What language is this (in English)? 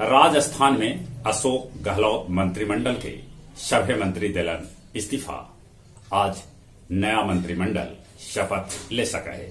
Magahi